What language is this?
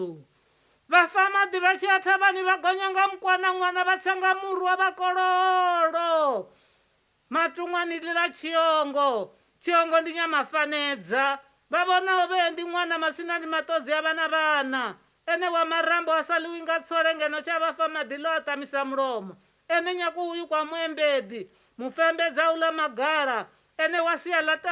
Venda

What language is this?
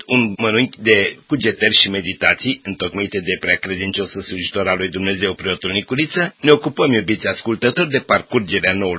Romanian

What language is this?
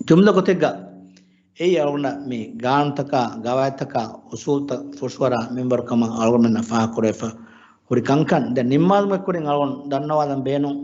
Divehi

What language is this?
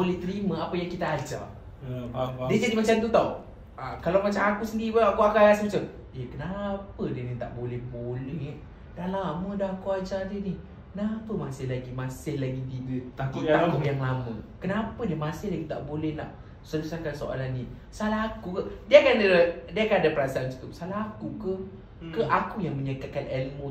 Malay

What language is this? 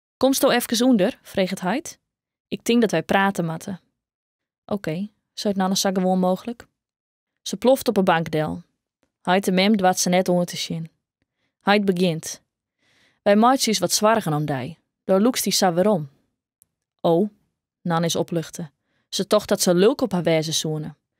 Western Frisian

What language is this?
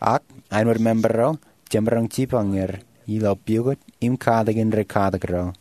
Marshallese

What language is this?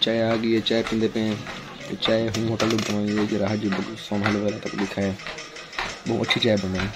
Saraiki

